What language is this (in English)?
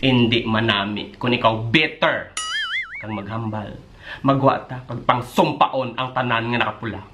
Hiligaynon